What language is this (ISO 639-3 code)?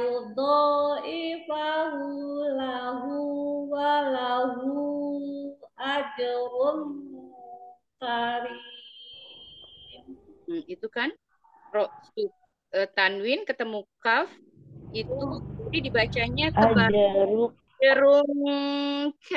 ind